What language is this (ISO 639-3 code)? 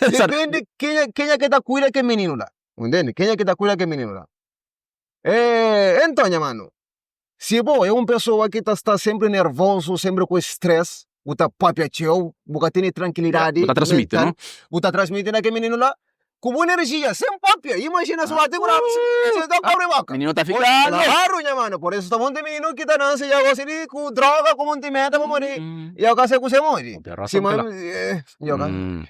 kea